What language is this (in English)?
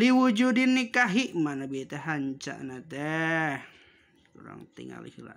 Sundanese